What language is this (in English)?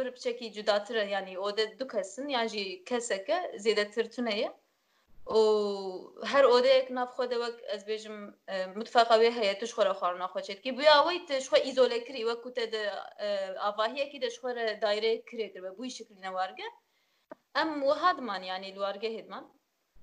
Kurdish